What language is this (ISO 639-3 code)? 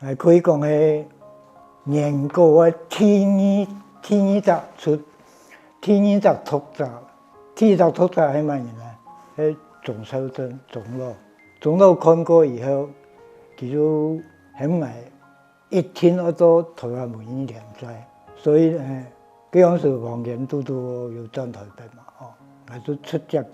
hak